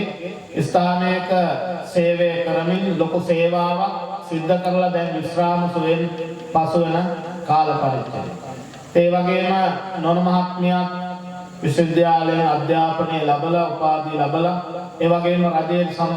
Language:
Sinhala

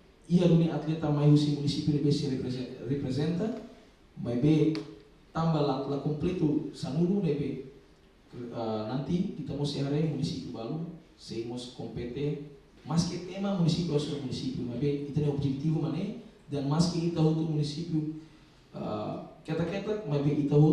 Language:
Tetum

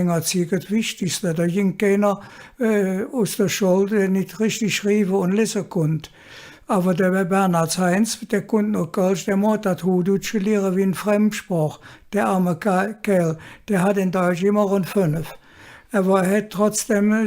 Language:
Colognian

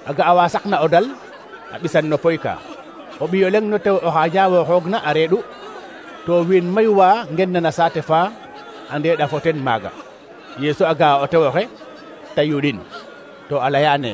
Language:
Serer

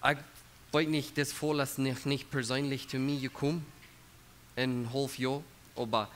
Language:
Plautdietsch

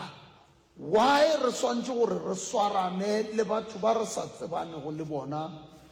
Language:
Northern Sotho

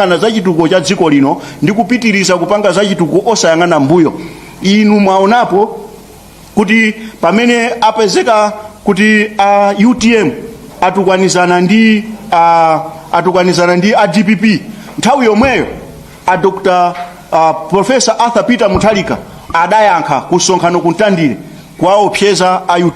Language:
Nyanja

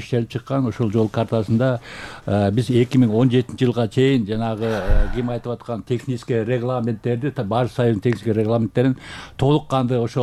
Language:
Kyrgyz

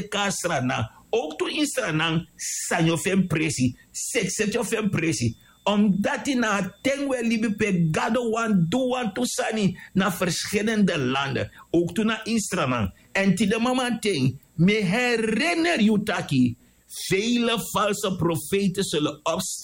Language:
Sranan Tongo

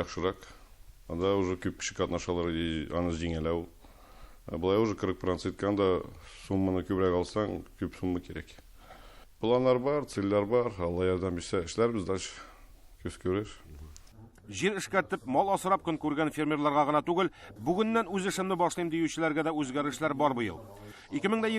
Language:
Tatar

